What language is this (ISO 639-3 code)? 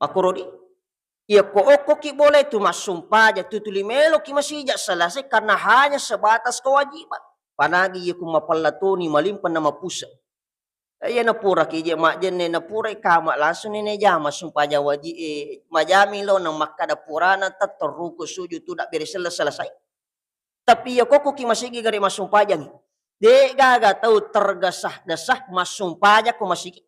bug